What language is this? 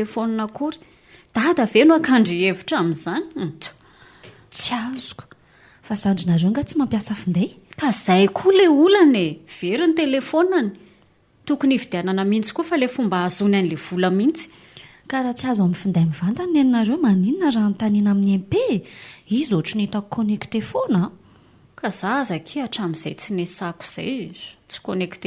Malagasy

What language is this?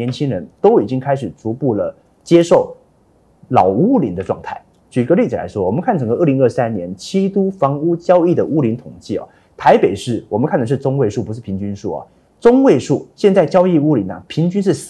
Chinese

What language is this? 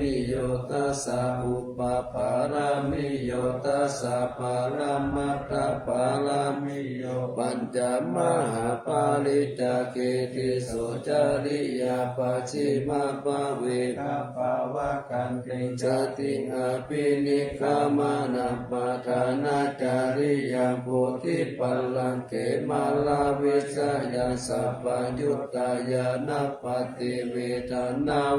Pali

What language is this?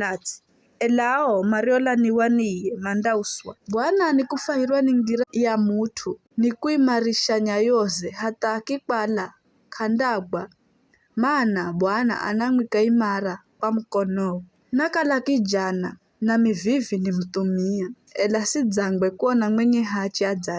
Giryama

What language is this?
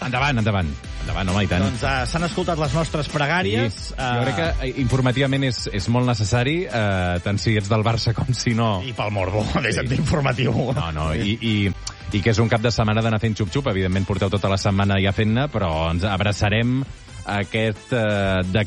Catalan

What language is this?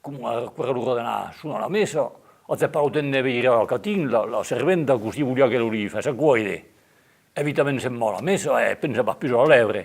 Occitan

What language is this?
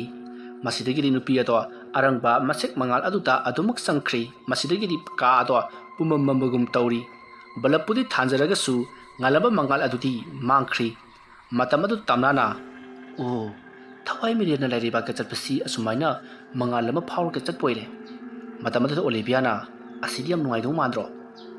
Manipuri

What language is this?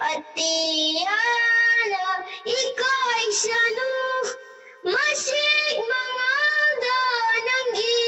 Manipuri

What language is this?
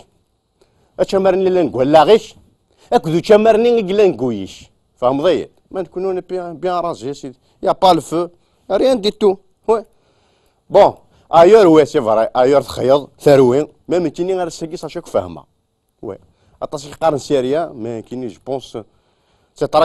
Kabyle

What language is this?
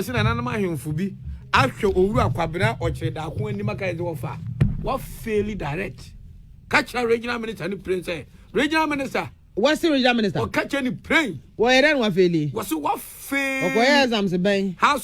Akan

